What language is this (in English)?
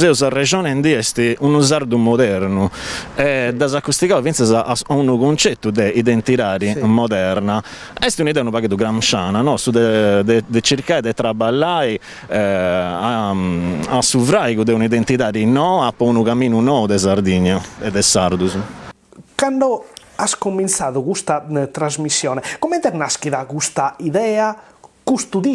Sardinian